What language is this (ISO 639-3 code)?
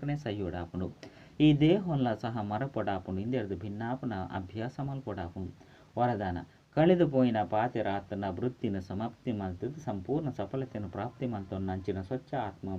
tcy